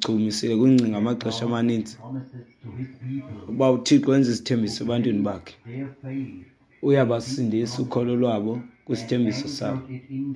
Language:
Xhosa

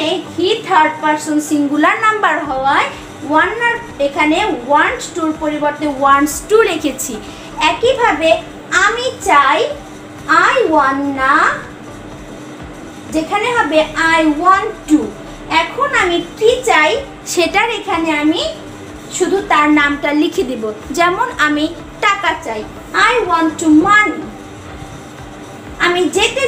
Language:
Bangla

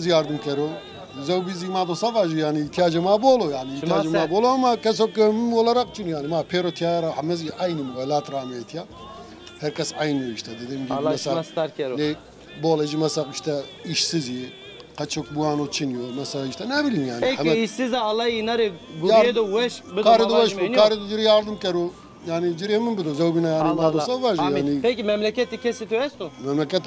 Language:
Zaza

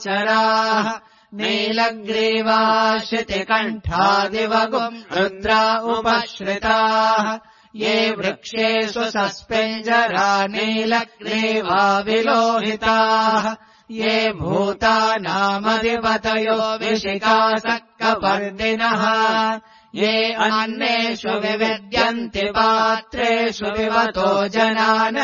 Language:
Sanskrit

